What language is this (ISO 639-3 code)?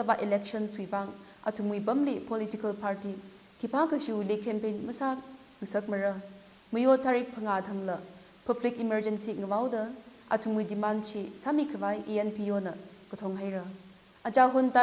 nmf